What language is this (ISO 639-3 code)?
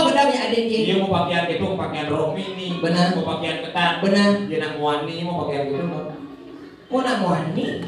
ban